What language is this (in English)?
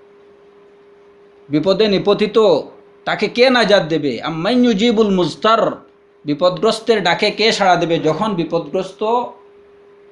Bangla